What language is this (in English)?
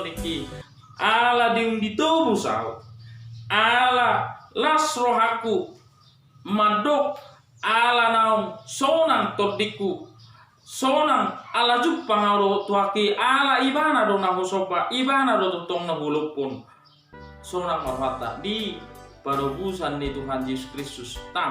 Batak Toba